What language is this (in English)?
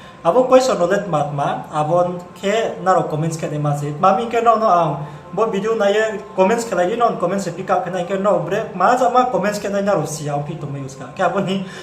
Riang (India)